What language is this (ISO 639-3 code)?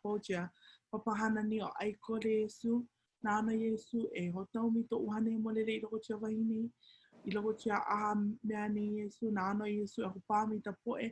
haw